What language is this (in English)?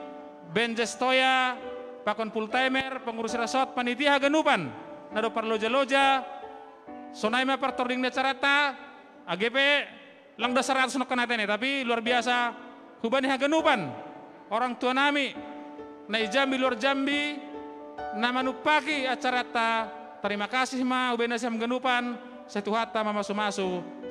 Batak Simalungun